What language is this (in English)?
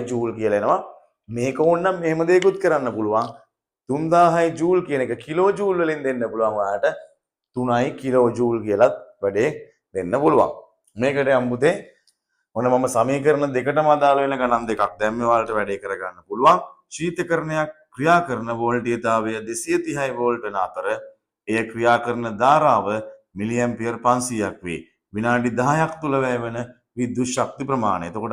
Sinhala